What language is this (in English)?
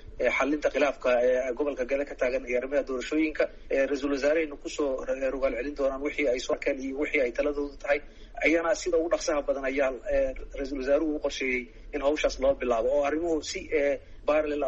Somali